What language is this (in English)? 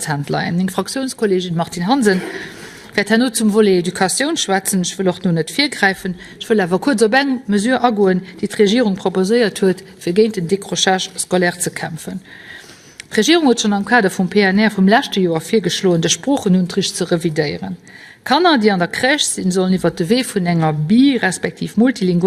Luxembourgish